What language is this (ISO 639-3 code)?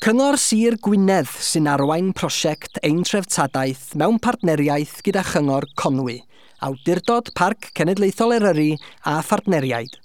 cym